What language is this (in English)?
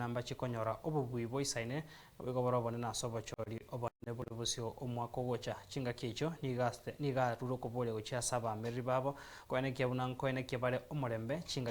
Gusii